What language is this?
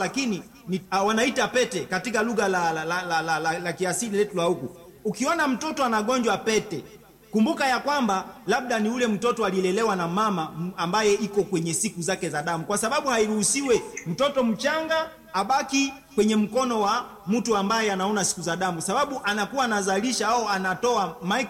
Swahili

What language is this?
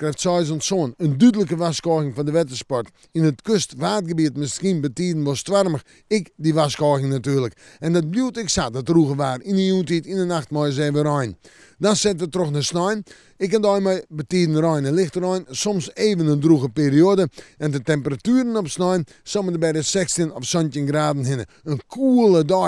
Western Frisian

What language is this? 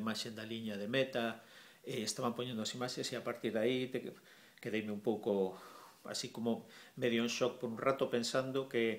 Galician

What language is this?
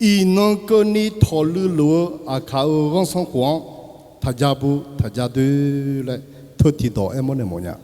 Akha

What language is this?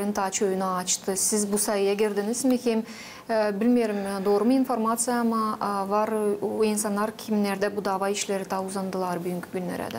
Gagauz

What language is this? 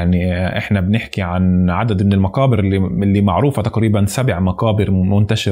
North Levantine Arabic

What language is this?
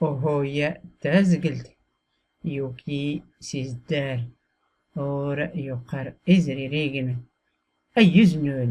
Tachelhit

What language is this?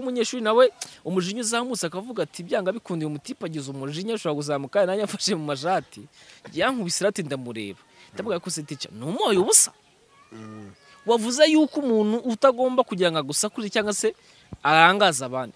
Kinyarwanda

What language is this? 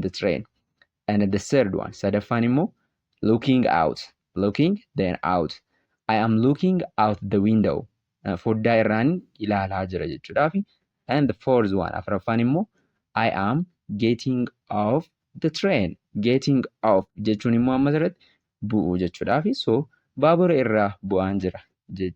Oromo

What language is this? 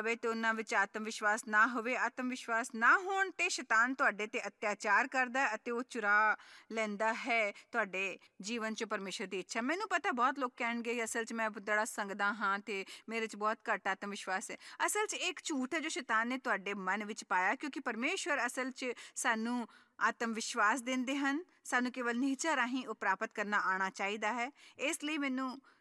Punjabi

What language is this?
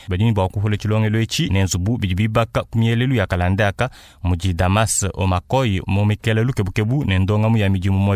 Luba-Lulua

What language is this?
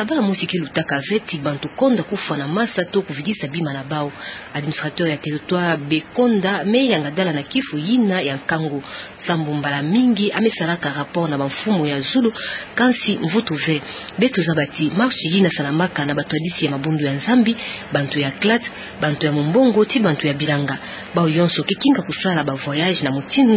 Kituba (Democratic Republic of Congo)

